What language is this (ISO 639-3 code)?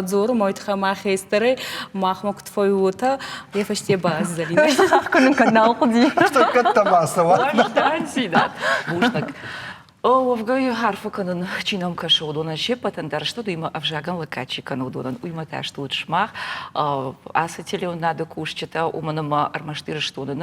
oss